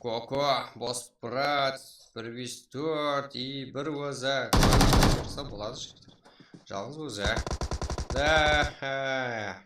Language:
Kara-Kalpak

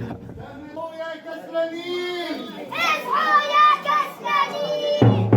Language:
North Levantine Arabic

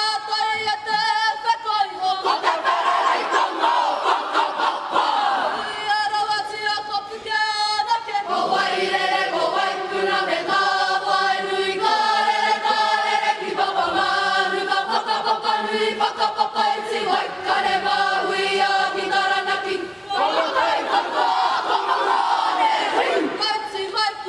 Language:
Māori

